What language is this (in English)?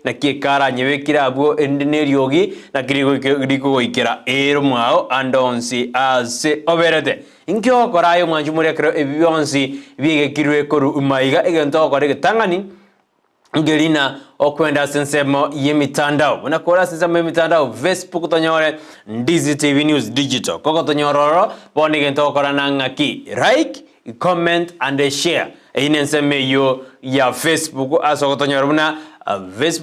Gusii